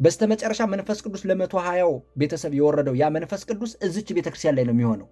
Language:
Amharic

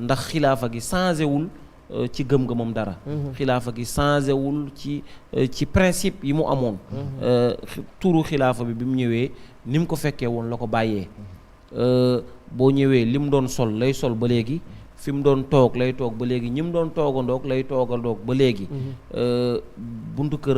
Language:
Wolof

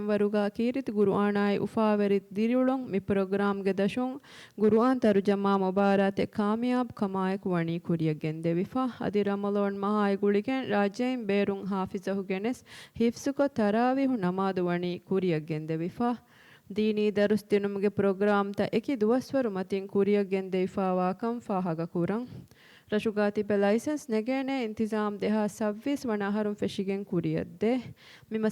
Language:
Divehi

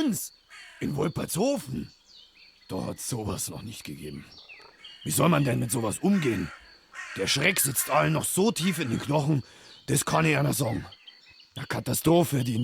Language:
Bavarian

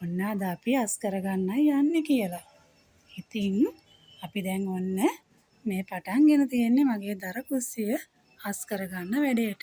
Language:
Sinhala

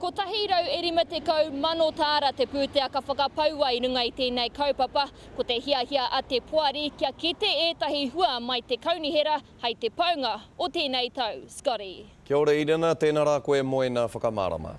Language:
Māori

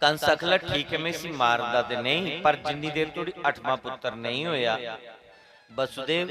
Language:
Dogri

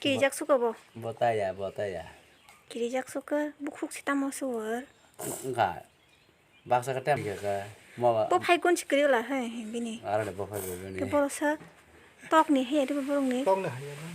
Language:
Kok Borok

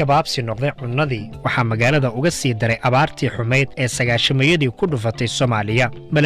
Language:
Somali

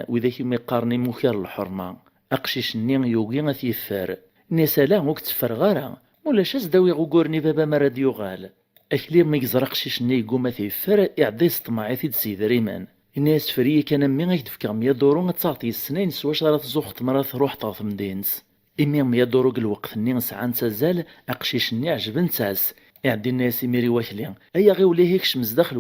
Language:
Kabyle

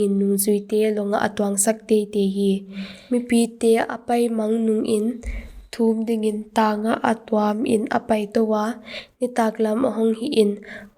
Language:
Paite Chin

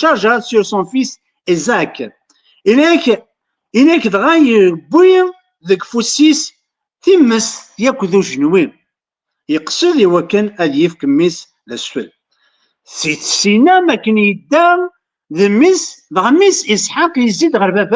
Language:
Kabyle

